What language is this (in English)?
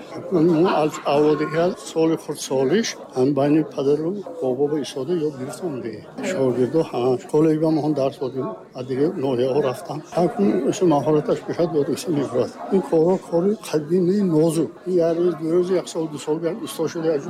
Tajik